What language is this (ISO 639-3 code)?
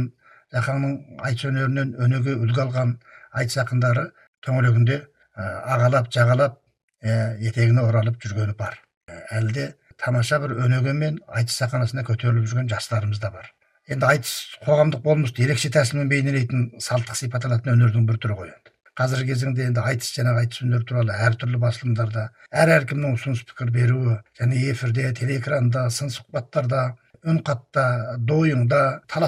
kaz